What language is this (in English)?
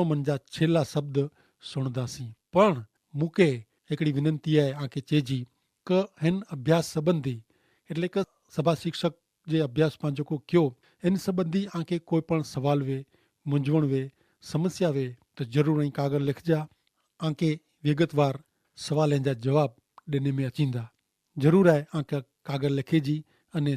Kachhi